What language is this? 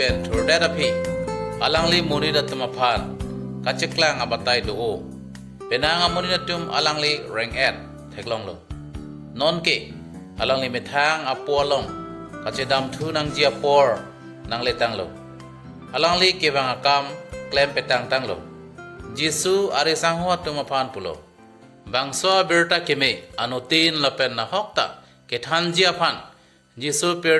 Karbi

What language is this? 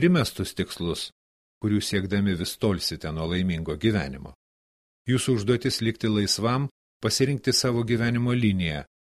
Lithuanian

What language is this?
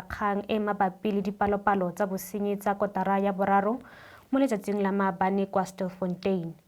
Tswana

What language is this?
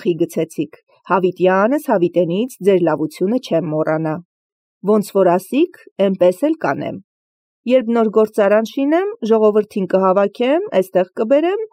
Armenian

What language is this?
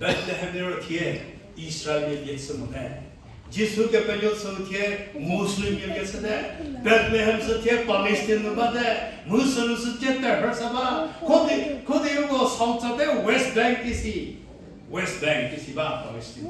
Angami Naga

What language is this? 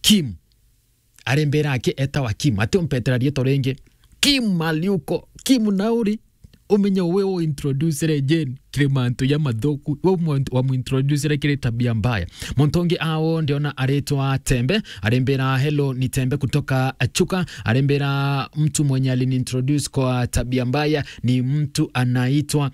Meru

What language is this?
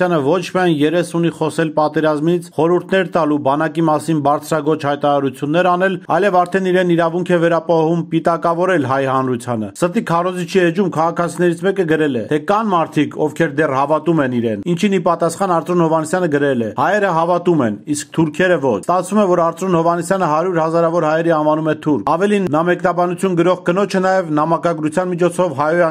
Armenian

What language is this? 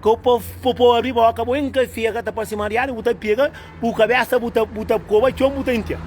Kabuverdianu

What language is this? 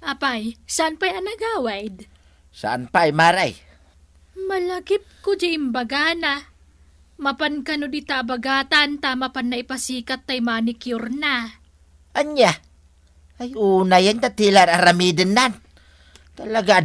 Iloko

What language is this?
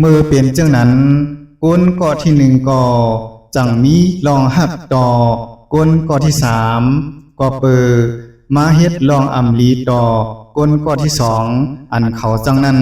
Shan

